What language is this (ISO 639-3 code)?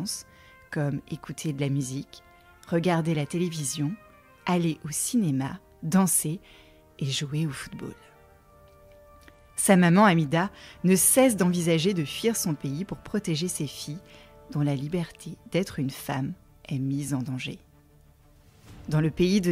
fra